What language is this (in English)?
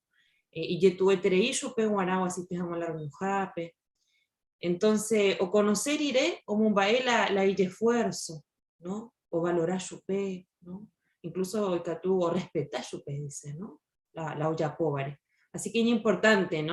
Guarani